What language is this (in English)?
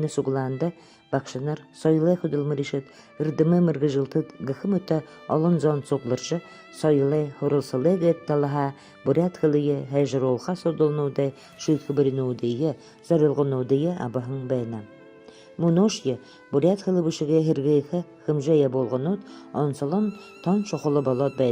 Buriat